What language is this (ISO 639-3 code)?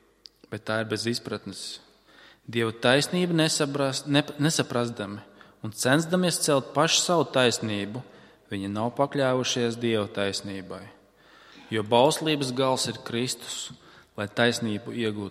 lav